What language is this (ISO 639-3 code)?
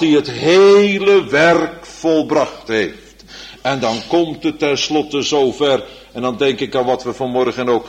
nld